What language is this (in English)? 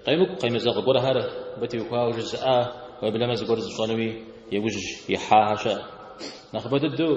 Kabardian